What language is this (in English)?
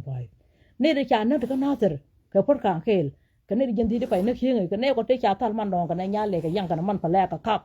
Nuer